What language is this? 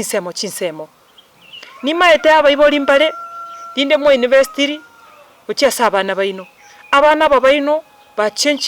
Gusii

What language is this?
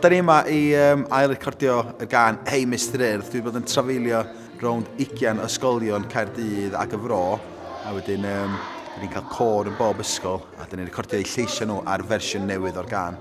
Welsh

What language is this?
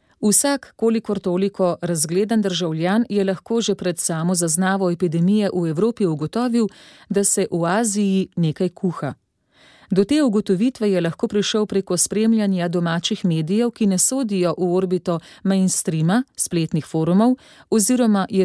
Slovenian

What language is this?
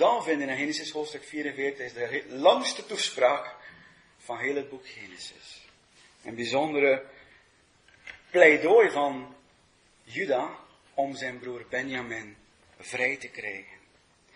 Dutch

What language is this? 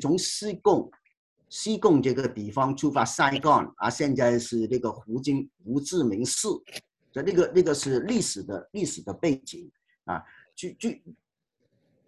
Chinese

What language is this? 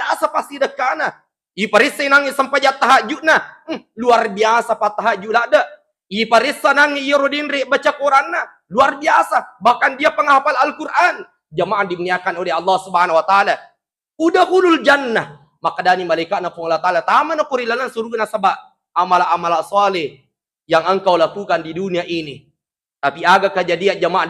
Buginese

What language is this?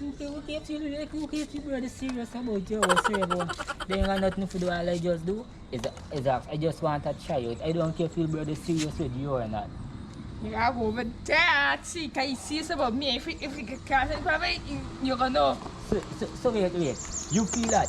Jamaican Creole English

